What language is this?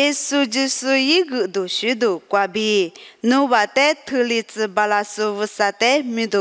Lisu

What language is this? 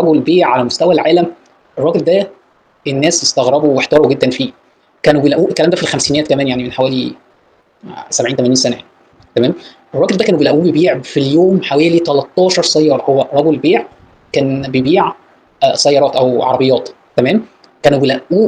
Egyptian Arabic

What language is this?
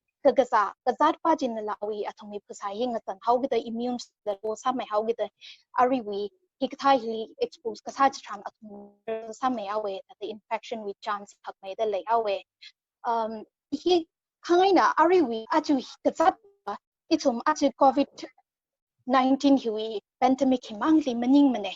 Tangkhul Naga (India)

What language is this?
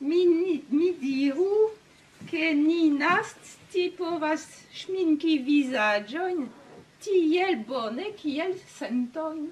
Esperanto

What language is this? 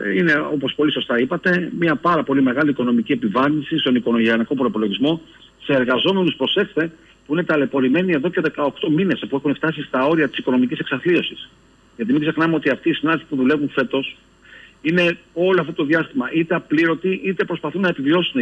Greek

